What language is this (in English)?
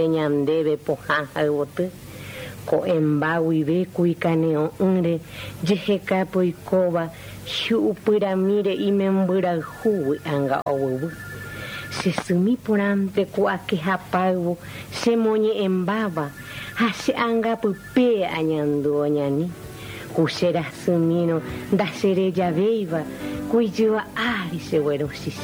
Guarani